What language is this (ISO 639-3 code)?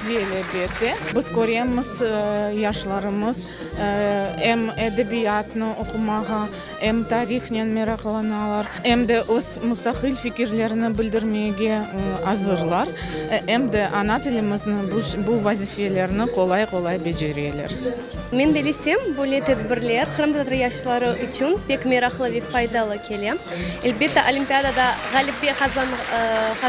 crh